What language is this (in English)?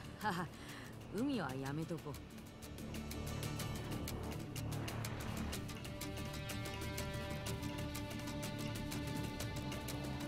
Japanese